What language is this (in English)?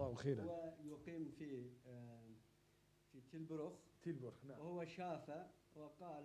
Moroccan Arabic